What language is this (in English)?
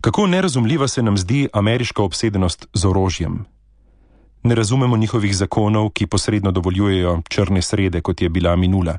Slovenian